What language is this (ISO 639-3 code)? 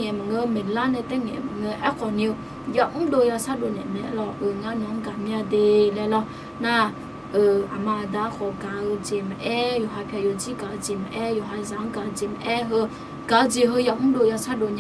ahk